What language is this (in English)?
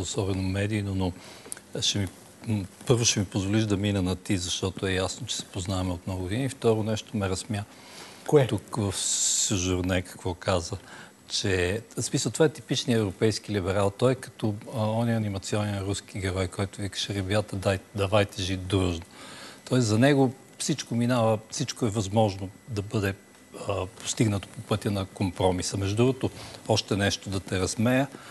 Bulgarian